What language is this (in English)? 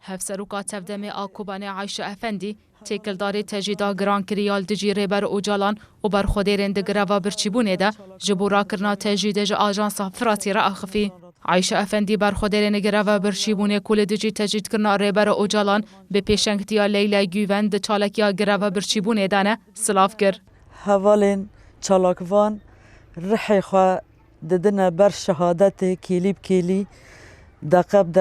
Kurdish